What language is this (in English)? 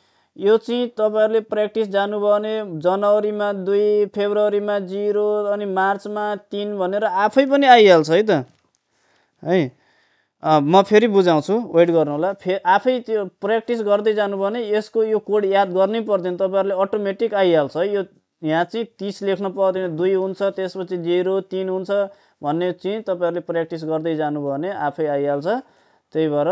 Nepali